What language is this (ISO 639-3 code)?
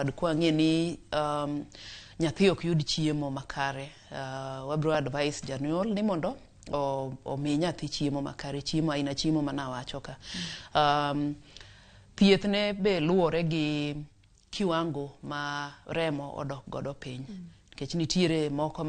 luo